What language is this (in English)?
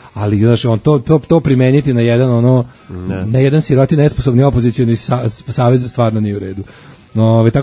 Serbian